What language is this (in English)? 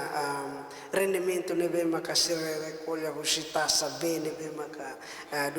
Tetum